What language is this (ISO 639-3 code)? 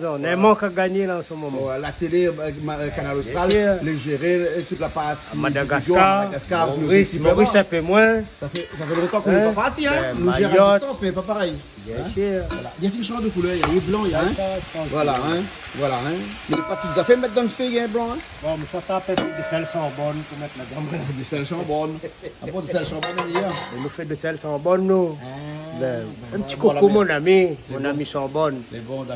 rcf